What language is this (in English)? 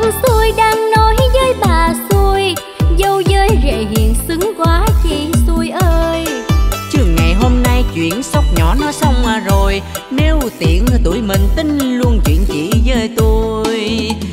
Vietnamese